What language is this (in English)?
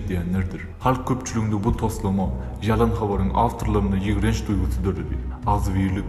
Turkmen